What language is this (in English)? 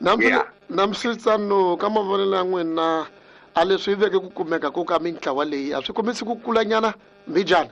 Tsonga